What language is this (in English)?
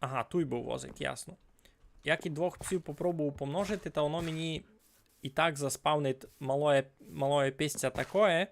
Rusyn